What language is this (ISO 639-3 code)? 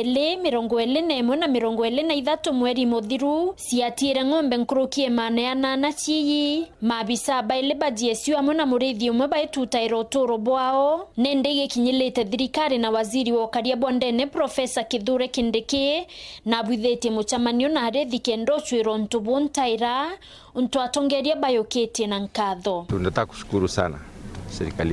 mer